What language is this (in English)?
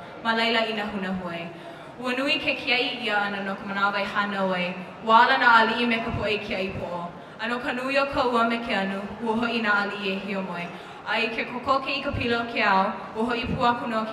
Hawaiian